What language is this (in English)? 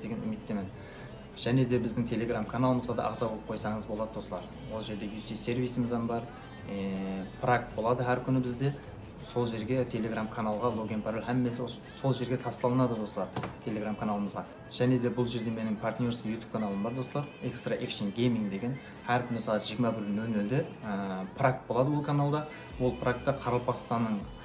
Kara-Kalpak